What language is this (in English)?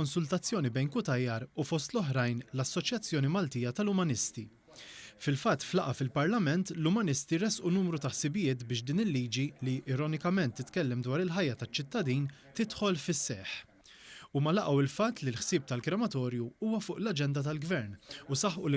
Maltese